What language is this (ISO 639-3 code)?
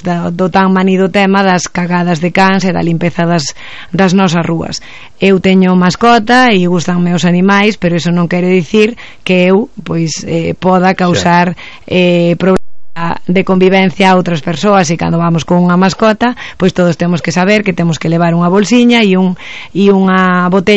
glg